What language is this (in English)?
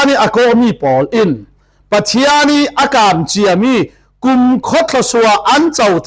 Falam Chin